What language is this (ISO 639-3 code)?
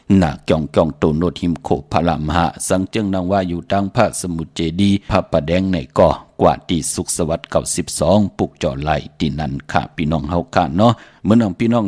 shn